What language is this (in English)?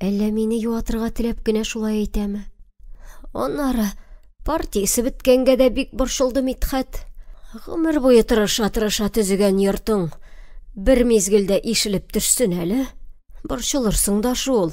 Tatar